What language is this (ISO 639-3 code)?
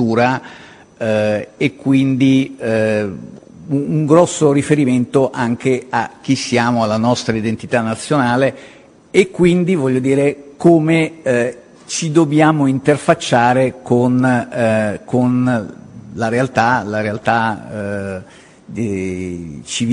ita